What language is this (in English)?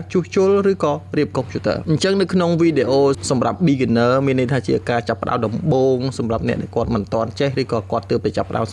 Khmer